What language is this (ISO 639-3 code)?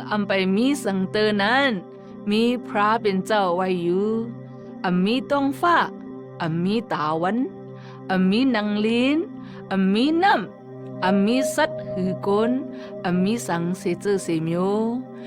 shn